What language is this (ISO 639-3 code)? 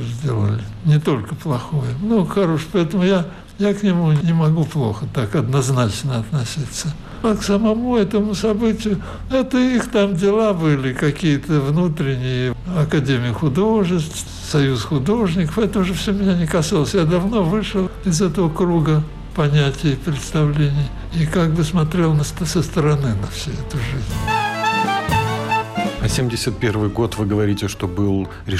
rus